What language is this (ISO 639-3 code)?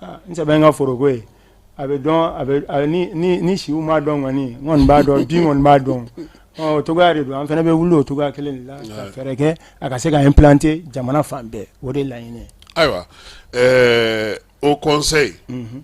bam